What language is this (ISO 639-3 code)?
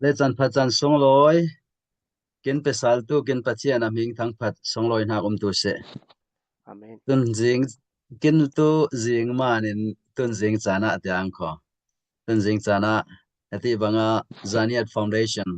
cfm